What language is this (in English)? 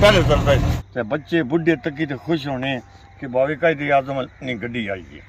Pahari-Potwari